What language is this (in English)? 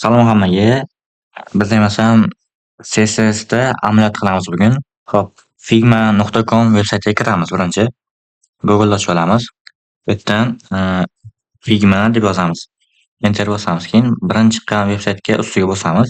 Uzbek